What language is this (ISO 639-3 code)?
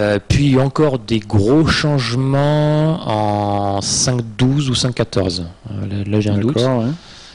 fra